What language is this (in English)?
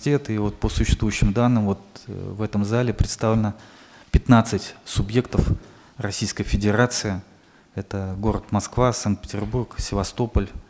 Russian